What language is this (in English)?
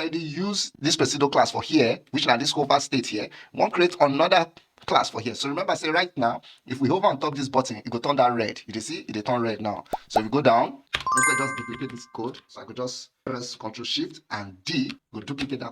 Nigerian Pidgin